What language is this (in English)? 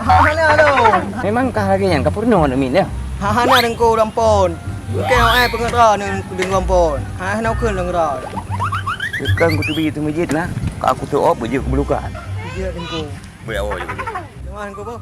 Achinese